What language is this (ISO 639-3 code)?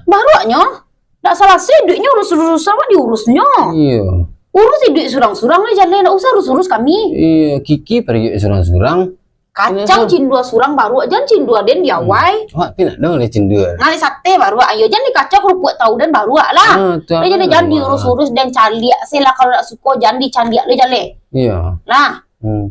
min